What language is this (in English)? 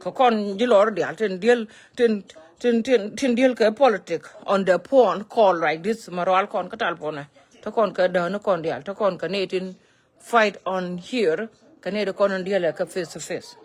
Nuer